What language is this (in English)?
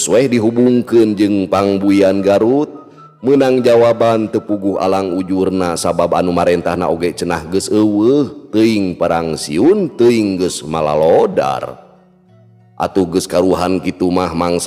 Sundanese